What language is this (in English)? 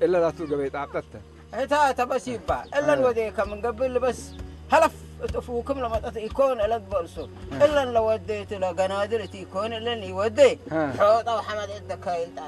Tigrinya